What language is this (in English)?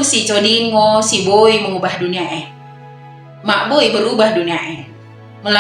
Batak Dairi